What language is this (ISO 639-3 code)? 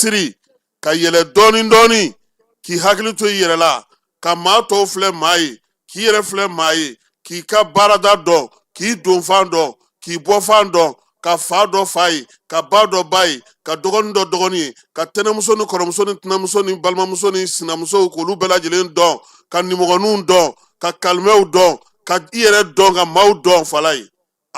bam